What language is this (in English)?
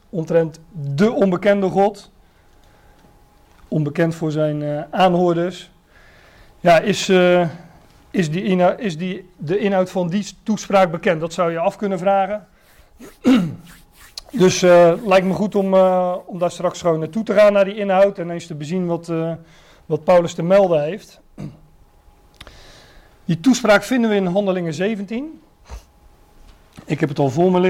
Dutch